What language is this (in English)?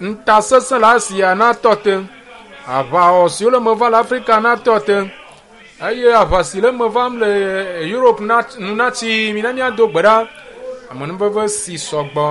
Ewe